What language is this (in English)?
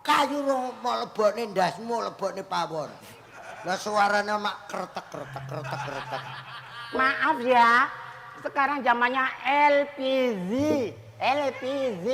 Javanese